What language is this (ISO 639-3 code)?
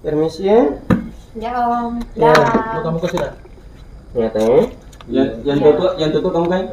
abs